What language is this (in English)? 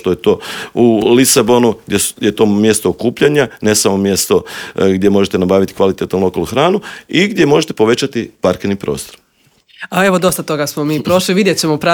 Croatian